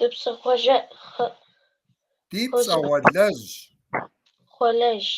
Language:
Kabardian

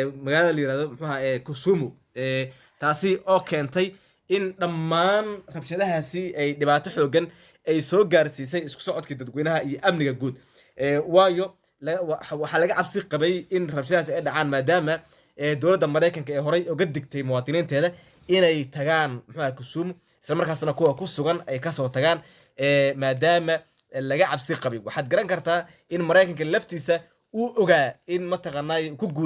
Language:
Somali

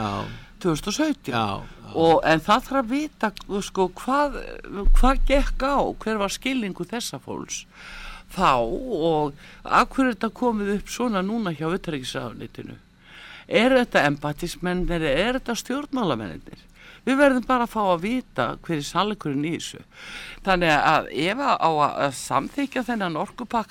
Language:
Icelandic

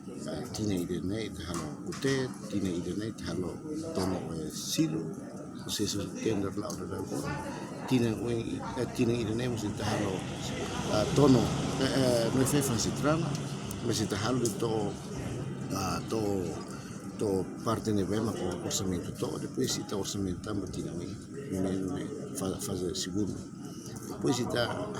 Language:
Tetum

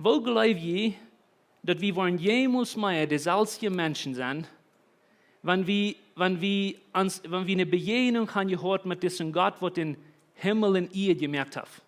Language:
Plautdietsch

